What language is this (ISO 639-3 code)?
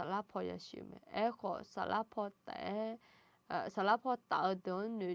ahk